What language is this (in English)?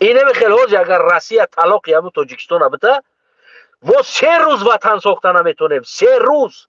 Tajik